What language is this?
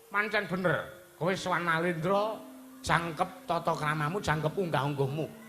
Javanese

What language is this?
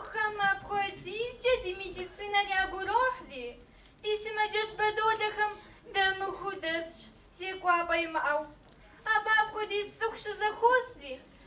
Kabardian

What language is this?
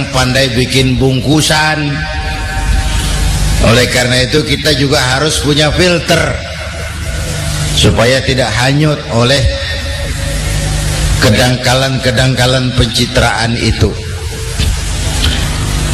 Indonesian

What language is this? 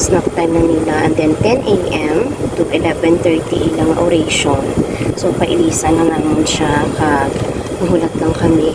Hiligaynon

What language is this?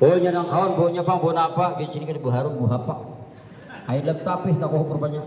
Banjar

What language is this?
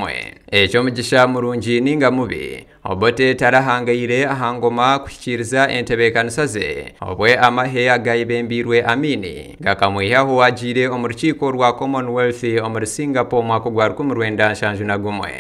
Nyankole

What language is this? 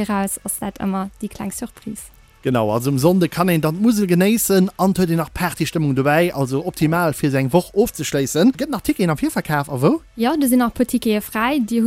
Luxembourgish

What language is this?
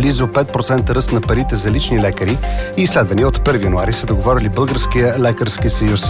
Bulgarian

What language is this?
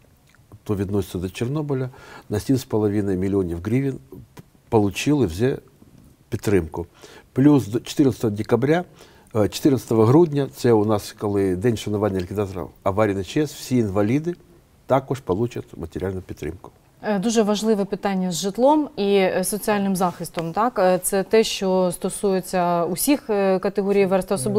Ukrainian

